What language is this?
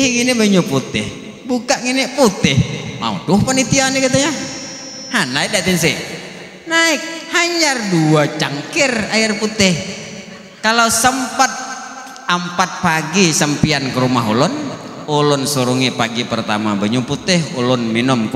Banjar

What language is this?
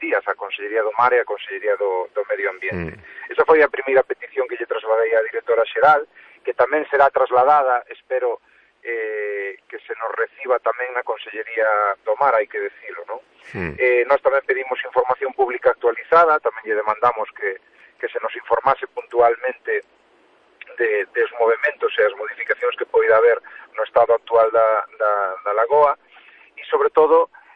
Galician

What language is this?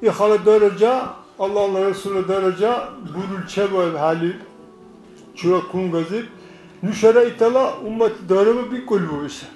Dargwa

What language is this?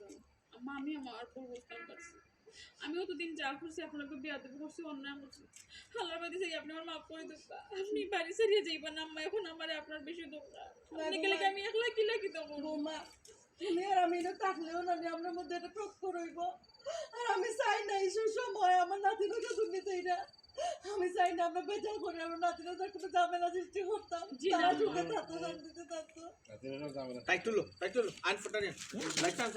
Sylheti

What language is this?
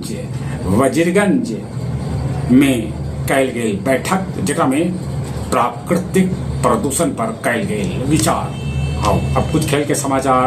Magahi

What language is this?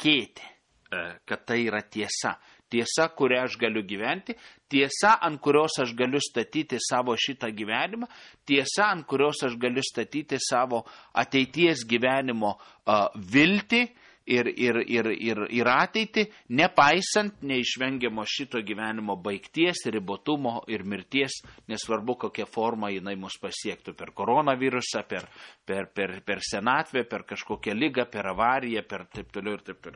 Lithuanian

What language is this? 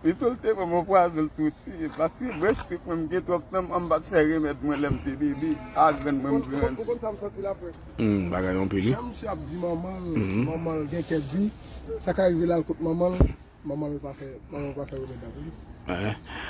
Haitian Creole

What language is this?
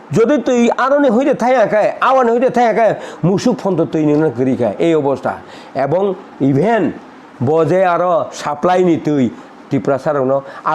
Kok Borok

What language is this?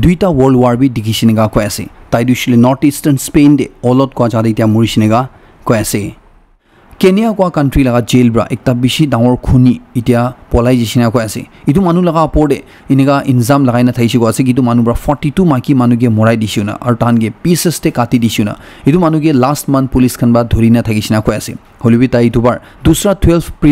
Naga Pidgin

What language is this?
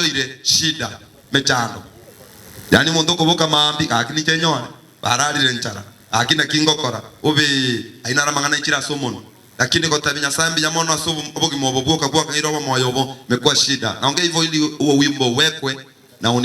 Gusii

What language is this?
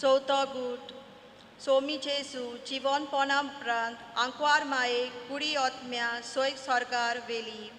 Konkani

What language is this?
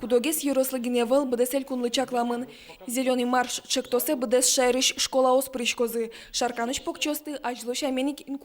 Udmurt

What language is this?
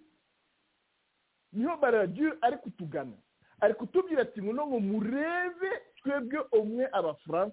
Kinyarwanda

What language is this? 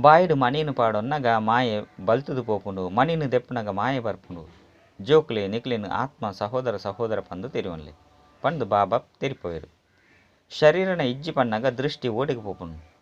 Tulu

